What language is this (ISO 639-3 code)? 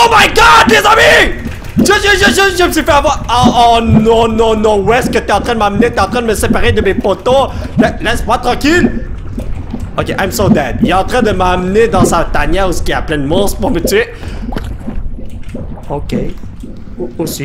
fra